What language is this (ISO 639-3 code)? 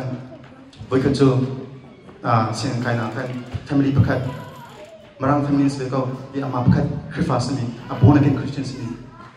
cnh